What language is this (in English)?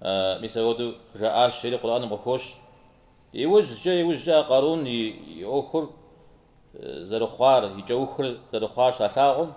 Kabardian